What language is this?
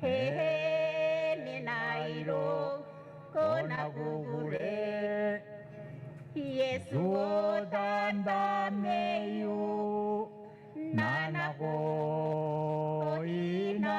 Gilbertese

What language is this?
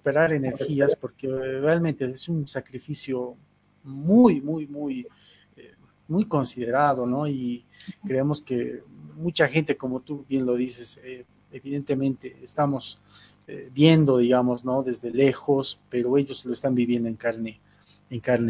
Spanish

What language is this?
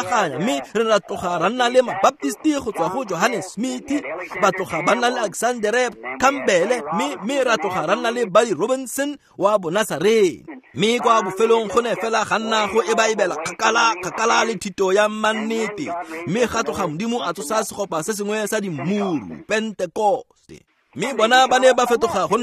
Tswana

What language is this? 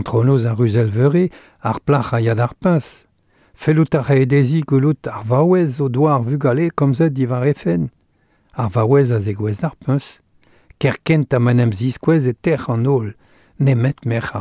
Breton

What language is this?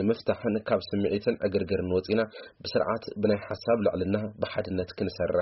Tigrinya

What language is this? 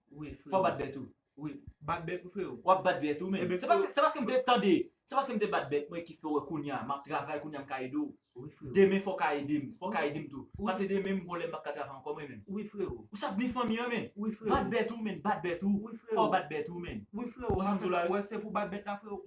Haitian Creole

